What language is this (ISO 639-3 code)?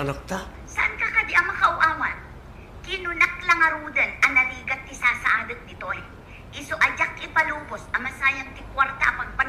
ilo